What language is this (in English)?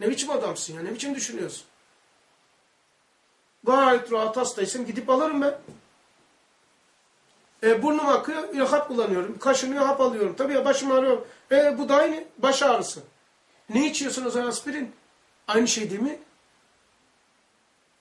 Turkish